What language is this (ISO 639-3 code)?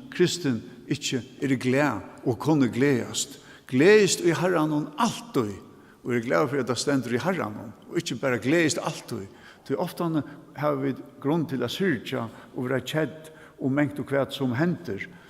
fao